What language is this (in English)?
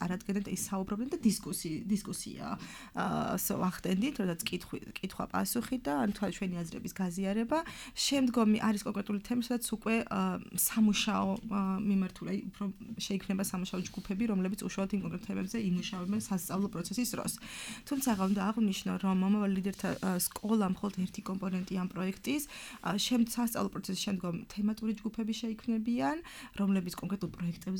Georgian